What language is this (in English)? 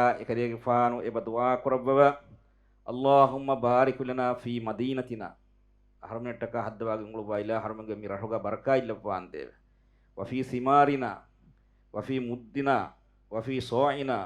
Divehi